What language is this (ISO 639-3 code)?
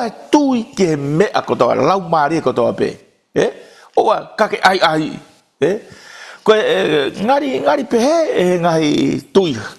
ton